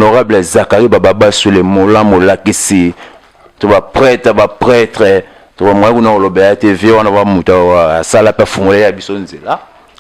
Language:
Lingala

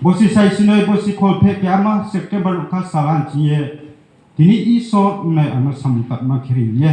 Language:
Riang (India)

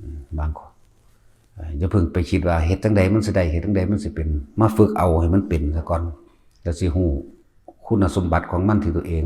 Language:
Northeastern Thai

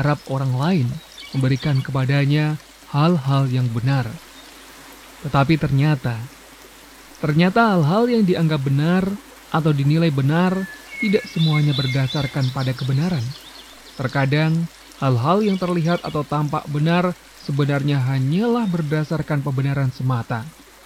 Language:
Indonesian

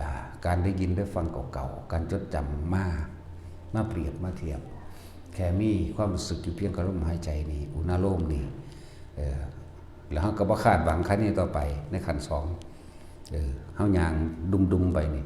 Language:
Northeastern Thai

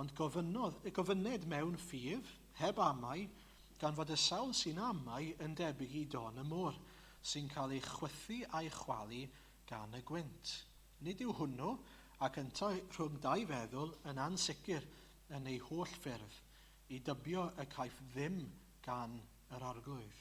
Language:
Welsh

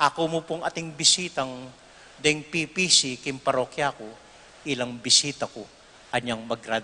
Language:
Pampanga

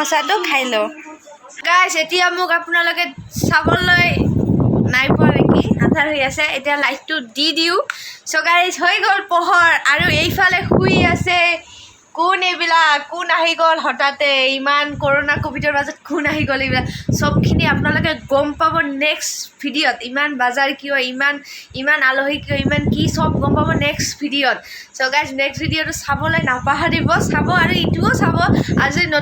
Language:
Assamese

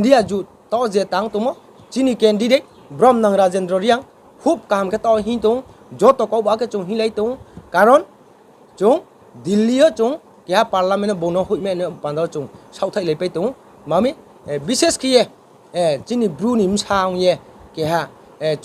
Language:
Riang (India)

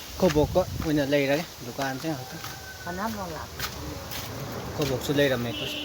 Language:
Manipuri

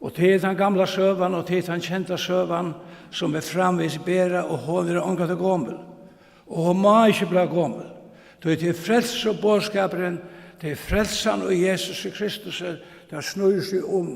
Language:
Faroese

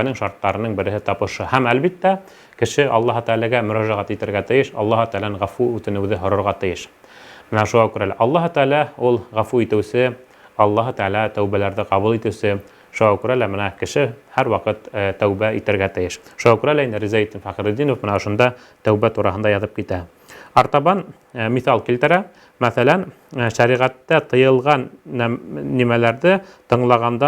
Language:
Bashkir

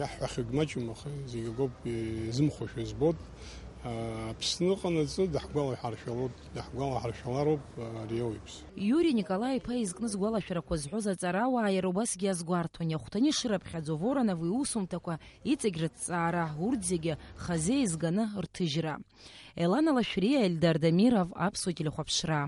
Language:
Abkhazian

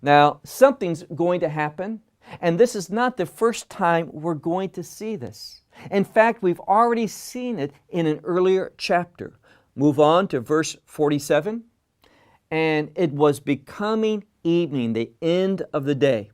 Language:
English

